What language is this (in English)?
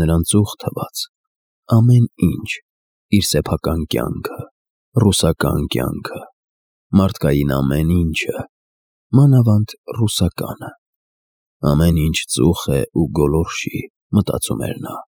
Armenian